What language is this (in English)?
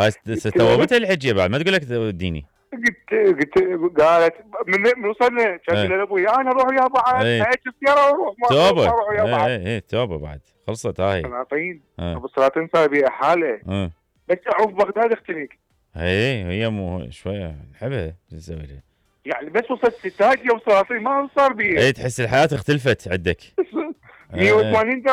Mesopotamian Arabic